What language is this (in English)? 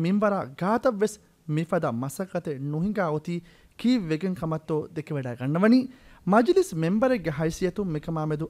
Divehi